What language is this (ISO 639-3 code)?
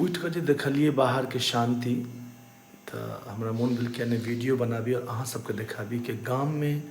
mai